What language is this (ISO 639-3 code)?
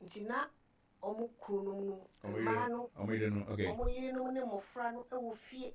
aka